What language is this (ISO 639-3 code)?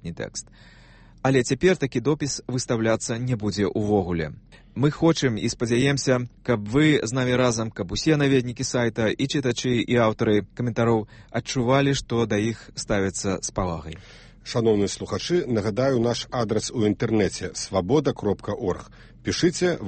bel